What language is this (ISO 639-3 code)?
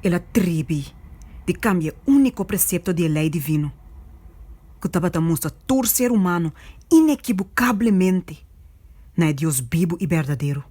pap